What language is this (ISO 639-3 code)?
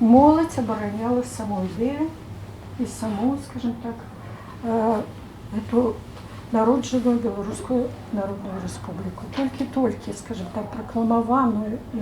bel